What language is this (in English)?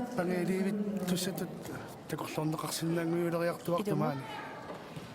Kalaallisut